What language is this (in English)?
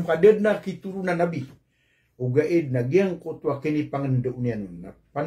Maranao